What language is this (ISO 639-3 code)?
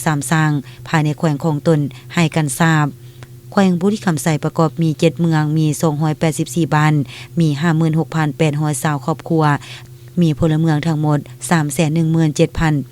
lao